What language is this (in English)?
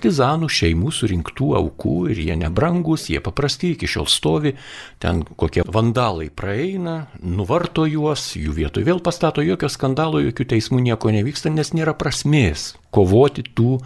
Lithuanian